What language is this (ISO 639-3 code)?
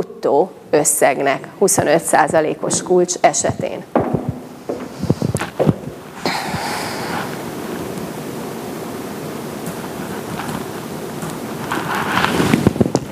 hun